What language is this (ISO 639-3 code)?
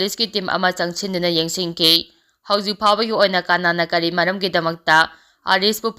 mni